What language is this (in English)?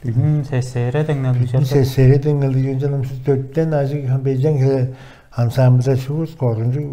Tuvinian